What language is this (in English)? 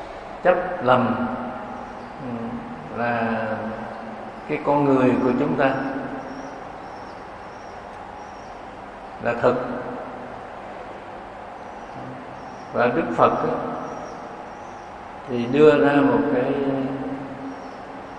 Vietnamese